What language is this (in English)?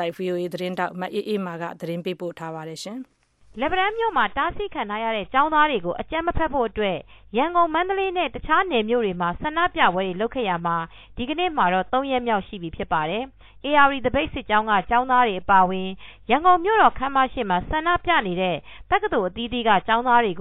Burmese